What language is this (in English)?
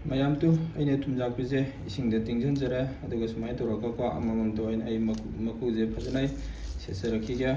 Manipuri